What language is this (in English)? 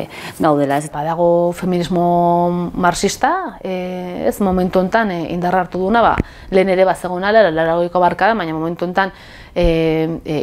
Basque